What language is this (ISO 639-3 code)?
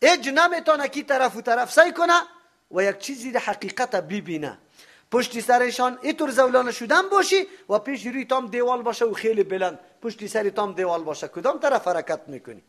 fas